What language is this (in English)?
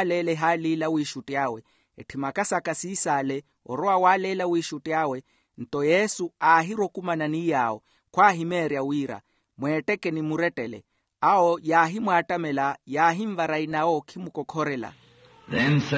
Makhuwa